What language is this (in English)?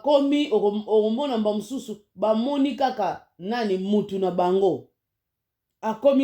Lingala